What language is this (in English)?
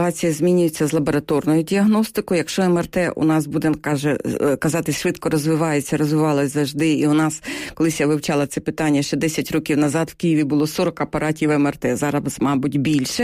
Ukrainian